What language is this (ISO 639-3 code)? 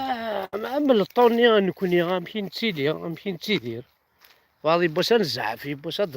kab